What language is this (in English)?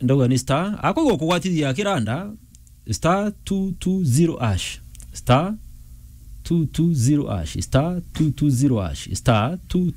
Meru